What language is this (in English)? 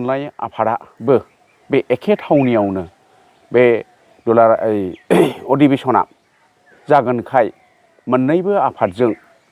Bodo